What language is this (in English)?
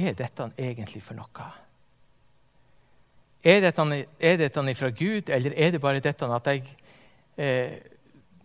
Norwegian